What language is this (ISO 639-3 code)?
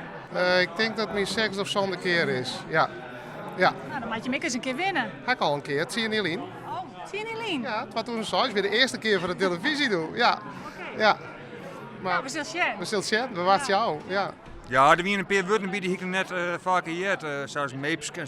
fry